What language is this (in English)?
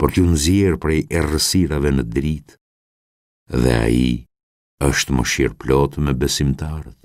Albanian